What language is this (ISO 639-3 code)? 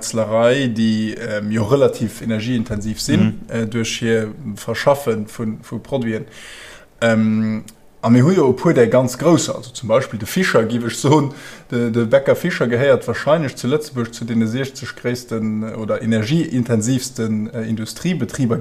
ltz